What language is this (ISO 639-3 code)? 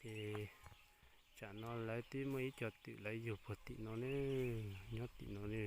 hmn